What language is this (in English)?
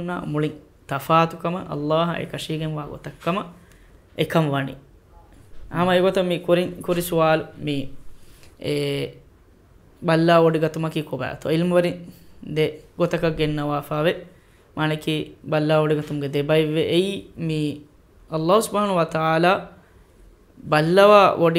Divehi